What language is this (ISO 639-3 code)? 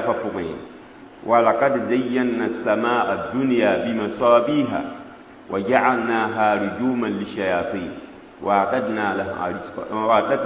mos